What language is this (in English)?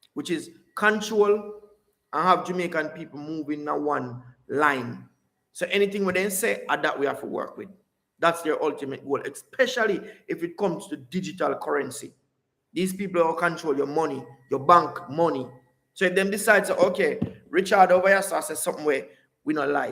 Jamaican Creole English